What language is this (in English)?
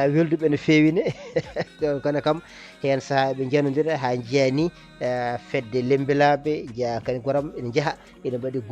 Fula